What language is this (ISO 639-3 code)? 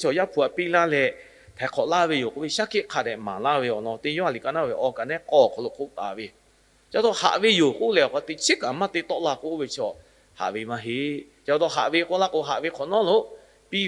lhu